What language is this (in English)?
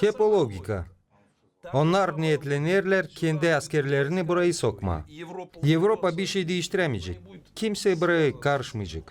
Gagauz